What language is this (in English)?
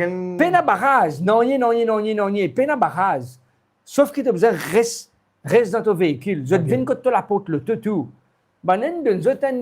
Morisyen